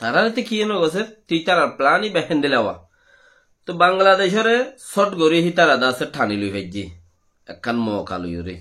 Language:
Rohingya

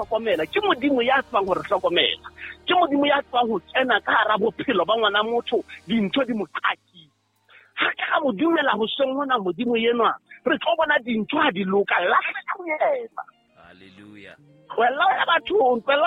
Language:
Southern Sotho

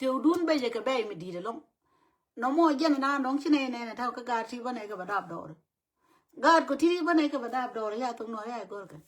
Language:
Nuer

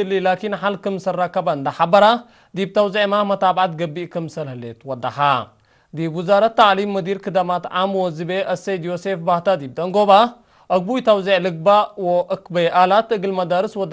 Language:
Tigre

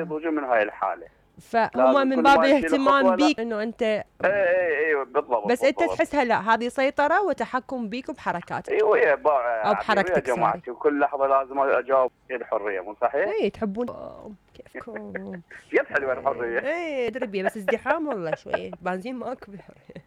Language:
Mesopotamian Arabic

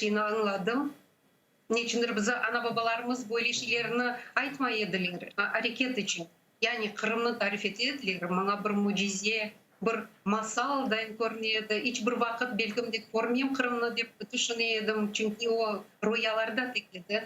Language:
Crimean Tatar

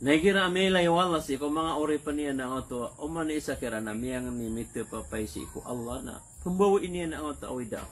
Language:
Maranao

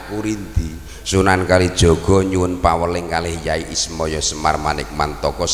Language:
Javanese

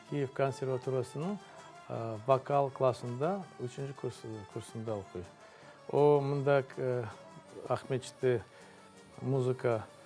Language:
Crimean Tatar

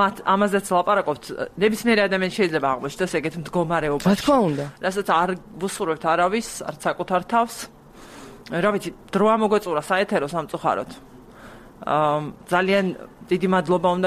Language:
Georgian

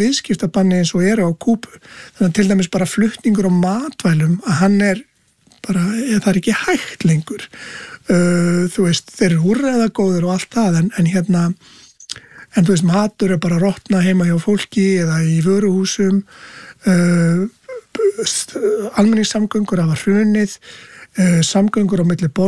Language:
Icelandic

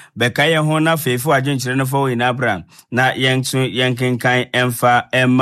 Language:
Akan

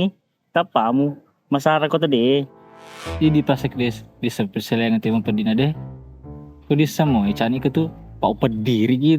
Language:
Buginese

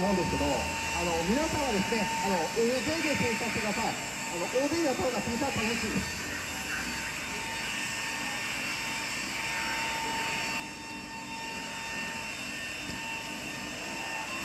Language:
Japanese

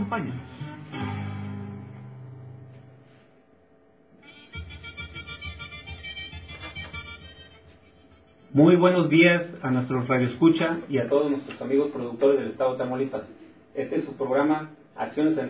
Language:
Spanish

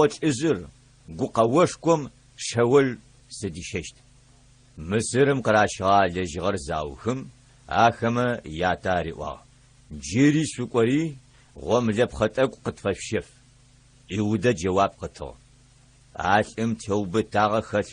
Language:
Adyghe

